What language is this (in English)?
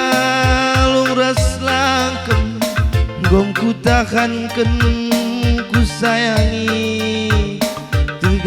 Batak Karo